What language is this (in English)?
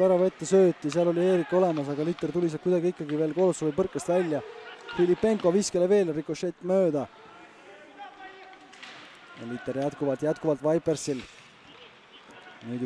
Estonian